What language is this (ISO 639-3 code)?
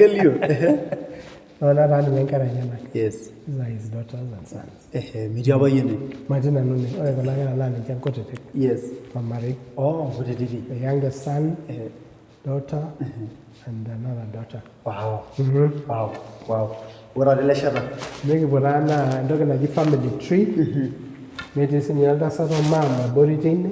mas